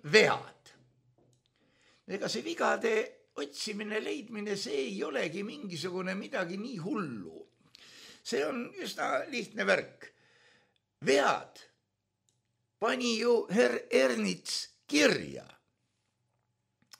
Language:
Estonian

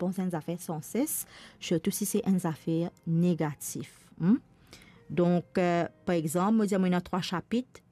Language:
Morisyen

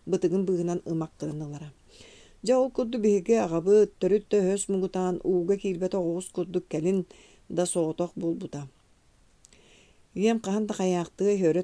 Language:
Yakut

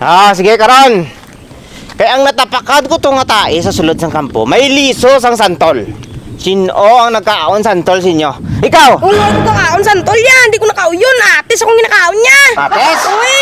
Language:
Hiligaynon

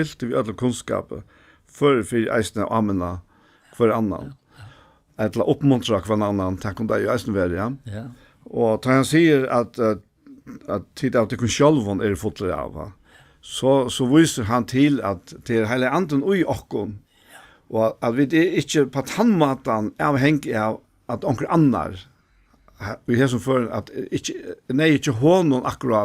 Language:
Faroese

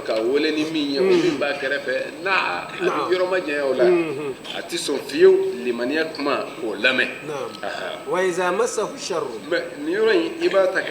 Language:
Bambara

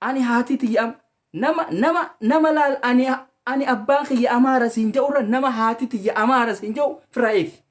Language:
Oromo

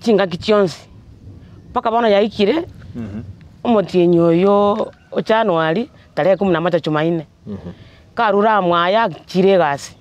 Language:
Gusii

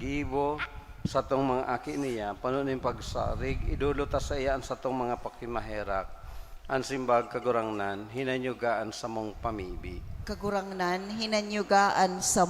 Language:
Bikol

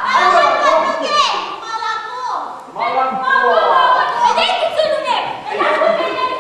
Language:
Bashkir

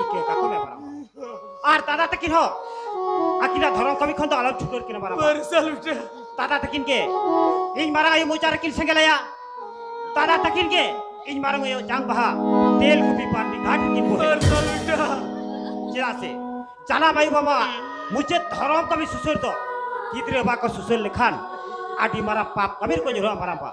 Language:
Santali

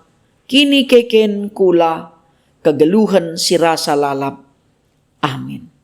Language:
Batak Karo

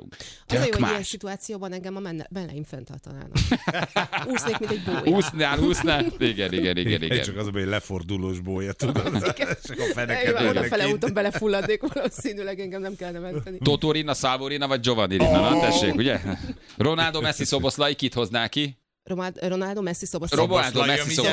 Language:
Hungarian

